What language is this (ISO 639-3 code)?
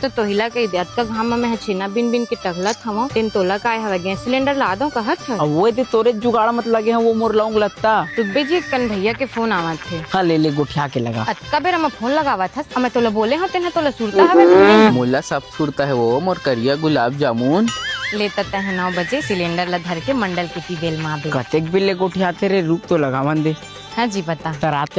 hne